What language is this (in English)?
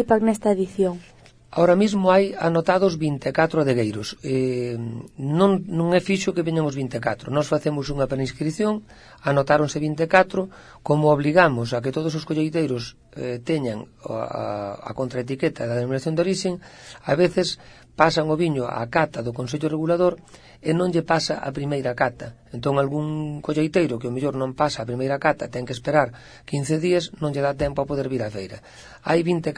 Galician